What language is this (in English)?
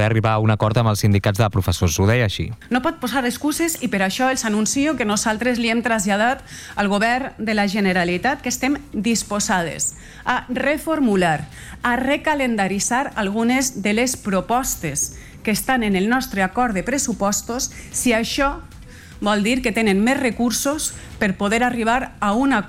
Catalan